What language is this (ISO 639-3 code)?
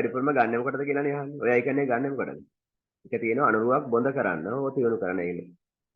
sin